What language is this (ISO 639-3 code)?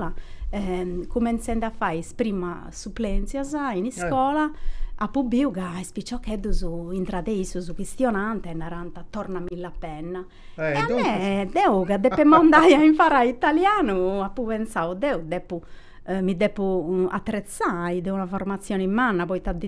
srd